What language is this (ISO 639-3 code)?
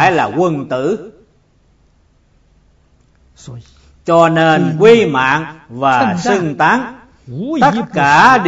vie